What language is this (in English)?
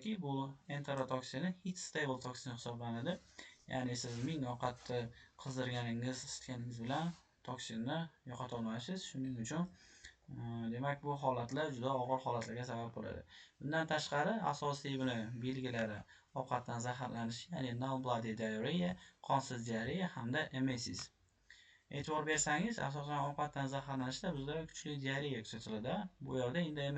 Uzbek